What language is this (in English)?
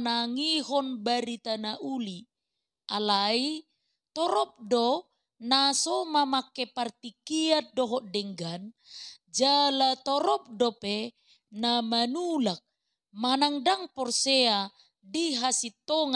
Batak Toba